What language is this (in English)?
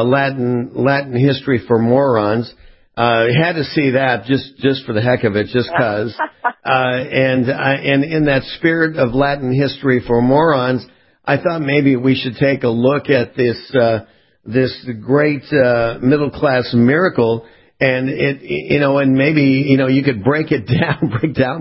English